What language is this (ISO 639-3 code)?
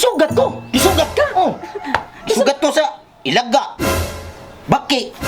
ceb